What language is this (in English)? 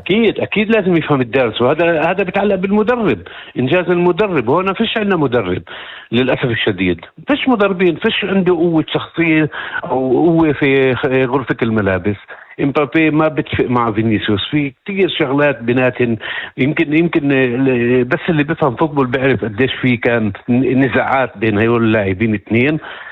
North Levantine Arabic